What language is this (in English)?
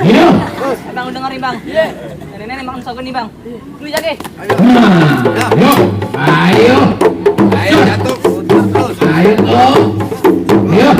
Betawi